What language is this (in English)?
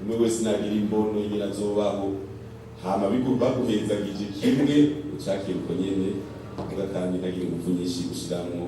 Rundi